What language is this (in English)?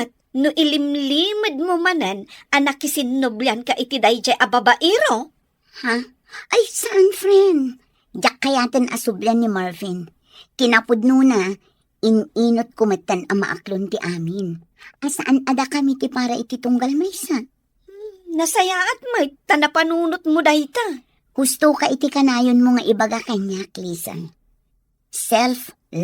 Iloko